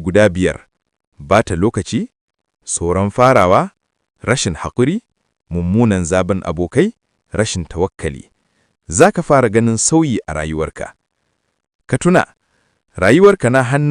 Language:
Hausa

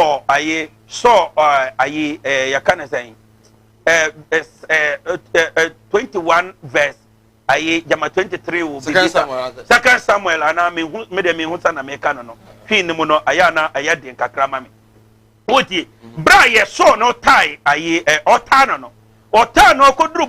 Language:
Akan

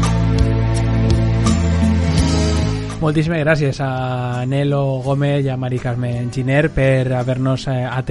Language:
Catalan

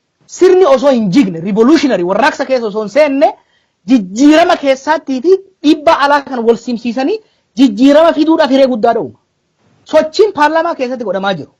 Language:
Oromo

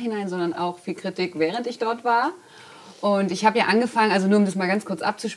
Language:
German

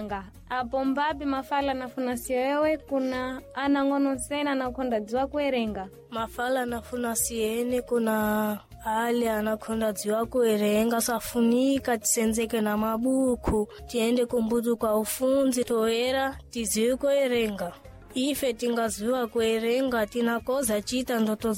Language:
Sena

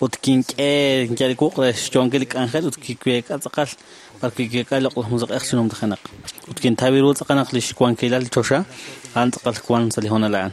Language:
Kekchí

